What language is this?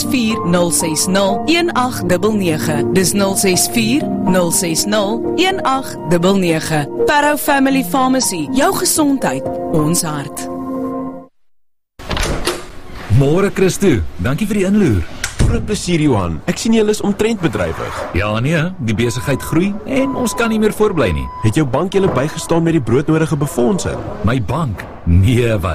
Afrikaans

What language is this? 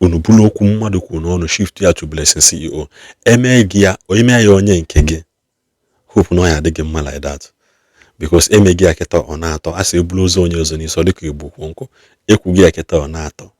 Igbo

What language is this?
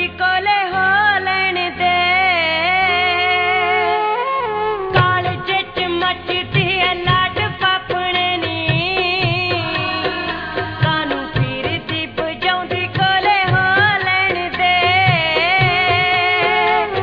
Punjabi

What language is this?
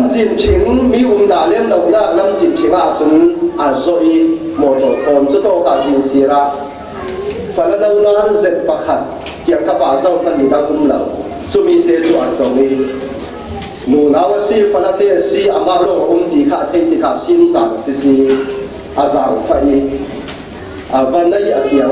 Falam Chin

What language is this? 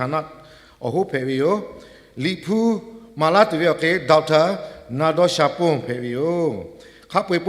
Lahu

